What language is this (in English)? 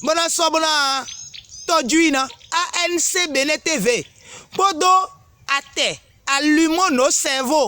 Fon